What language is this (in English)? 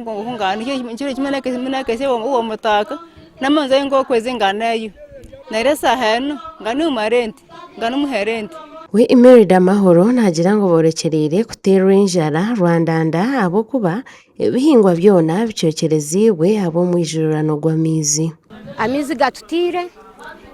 Nyankole